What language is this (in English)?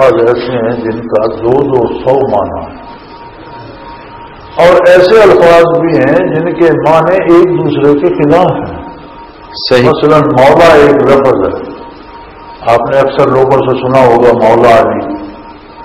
Urdu